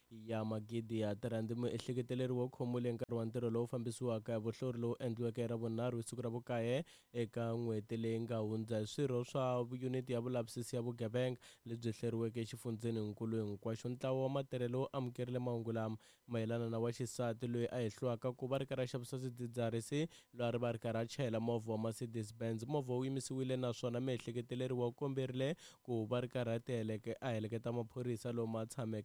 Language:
Tsonga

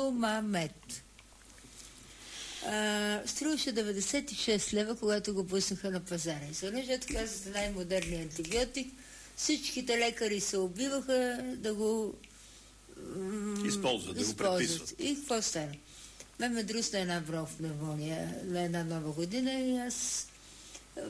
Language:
Bulgarian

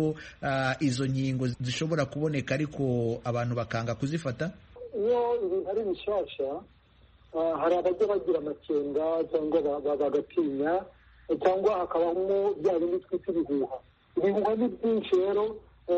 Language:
Kinyarwanda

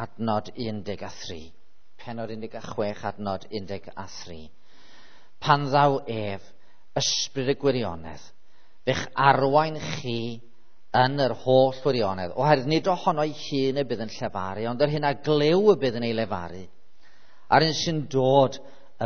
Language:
Welsh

